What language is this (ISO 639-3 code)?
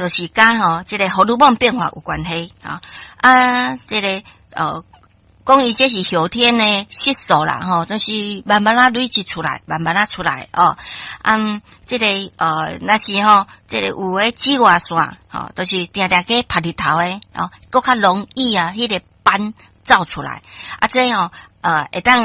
nan